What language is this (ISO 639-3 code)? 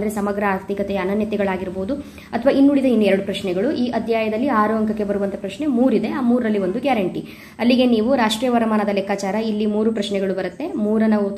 kan